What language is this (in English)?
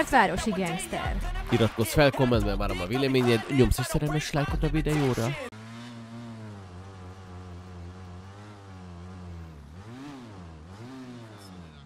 Hungarian